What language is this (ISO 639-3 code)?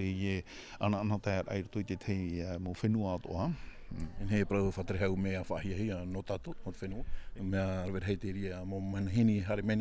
tah